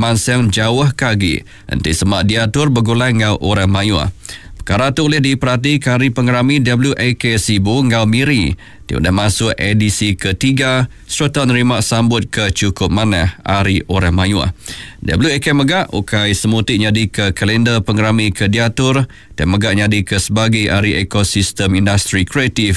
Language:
Iban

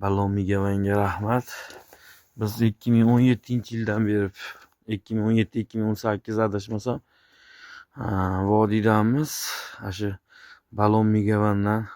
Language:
Uzbek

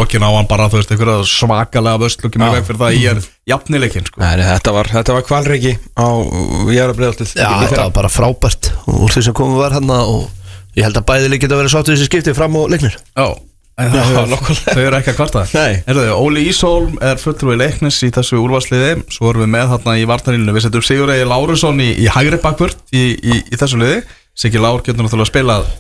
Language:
Icelandic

